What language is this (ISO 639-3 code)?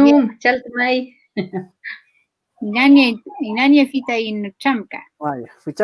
arn